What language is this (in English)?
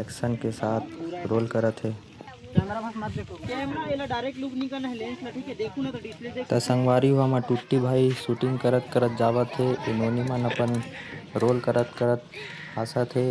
Chhattisgarhi